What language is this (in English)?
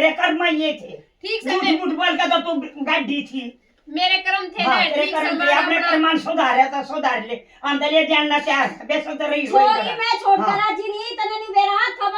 Haryanvi